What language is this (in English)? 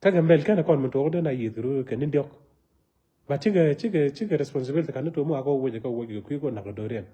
Nuer